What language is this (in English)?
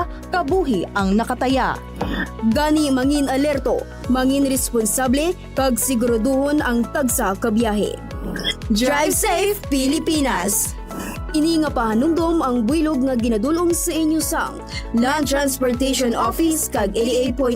Hiligaynon